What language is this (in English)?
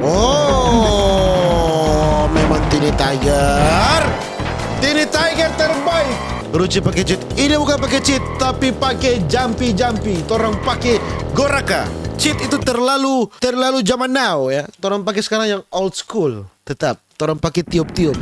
Manado Malay